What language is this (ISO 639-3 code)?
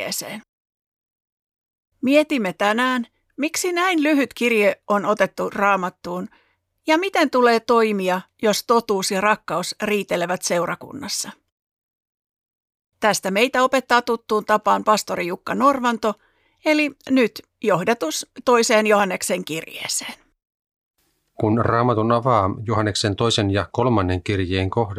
fin